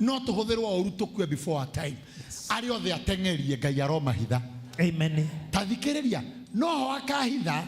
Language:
Kikuyu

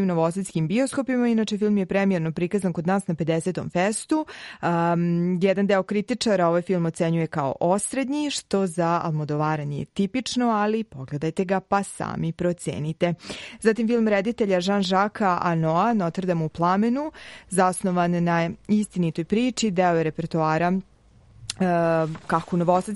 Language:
Serbian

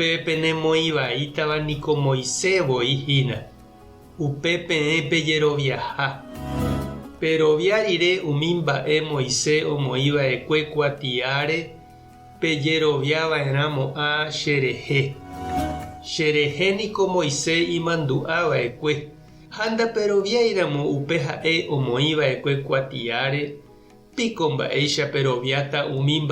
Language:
Guarani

